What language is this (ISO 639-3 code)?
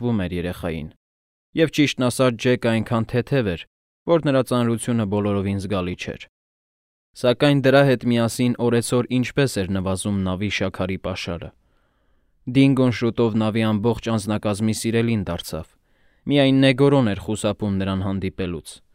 hye